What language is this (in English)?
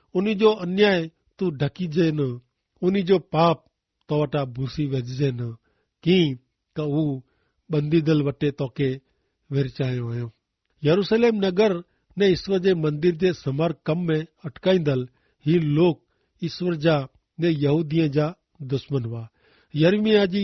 Kachhi